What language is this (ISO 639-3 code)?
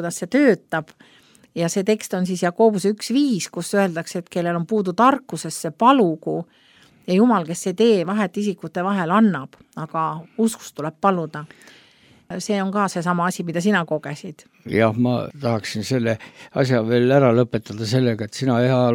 est